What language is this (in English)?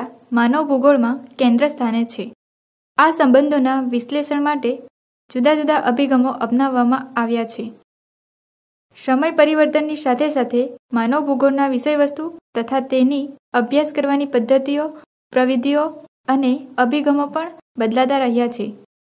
Gujarati